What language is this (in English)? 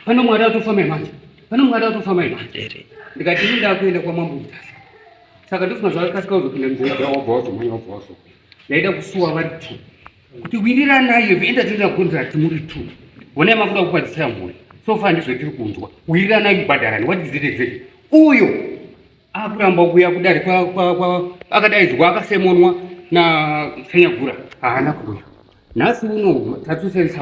Shona